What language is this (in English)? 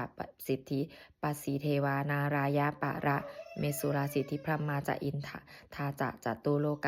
Pali